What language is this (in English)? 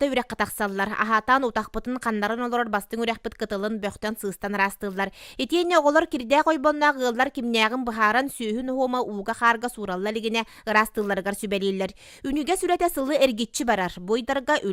Yakut